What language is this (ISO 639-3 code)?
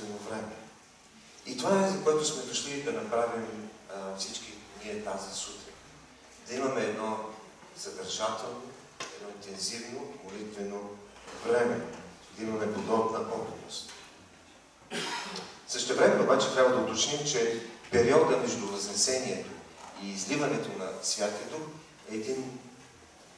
bul